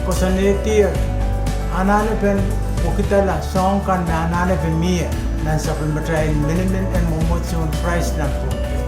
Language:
Pohnpeian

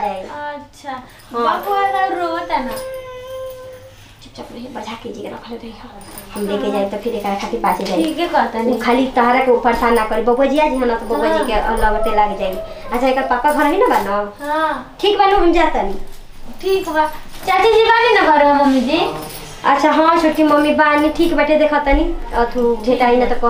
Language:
Bhojpuri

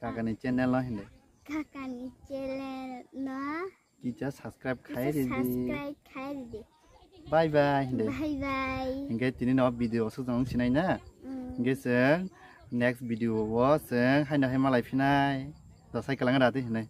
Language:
Kok Borok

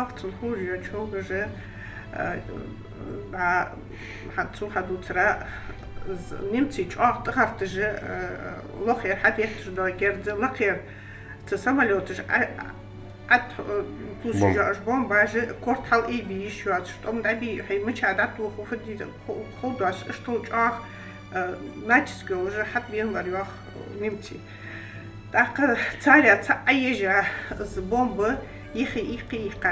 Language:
Ingush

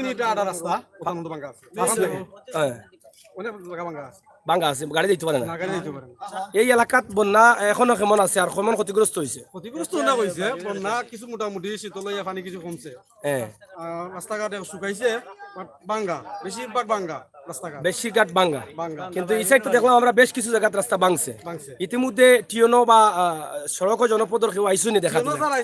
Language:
Sylheti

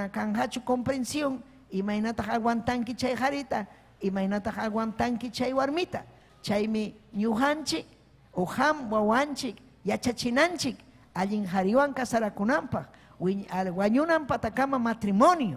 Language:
Ayacucho Quechua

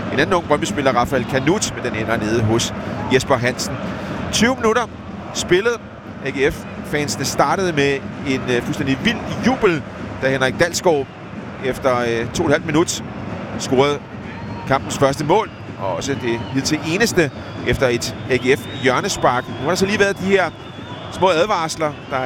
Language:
Danish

